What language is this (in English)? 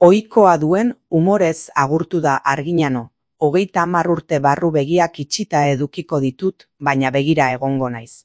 Basque